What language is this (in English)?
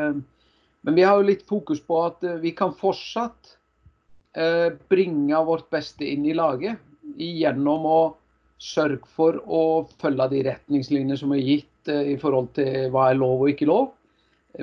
Norwegian